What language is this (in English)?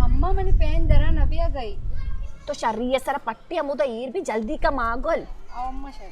Baluchi